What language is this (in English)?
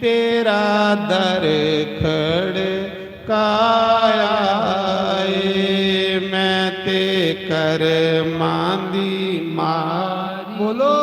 Dogri